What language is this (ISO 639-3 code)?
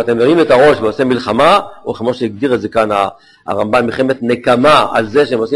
heb